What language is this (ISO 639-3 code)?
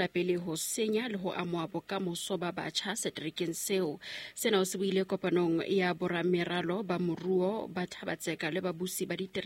sot